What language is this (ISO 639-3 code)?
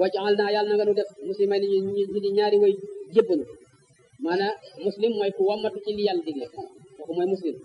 wol